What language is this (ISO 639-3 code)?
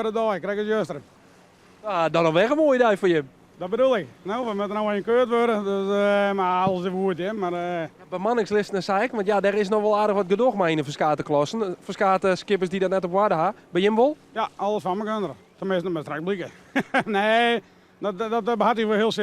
fry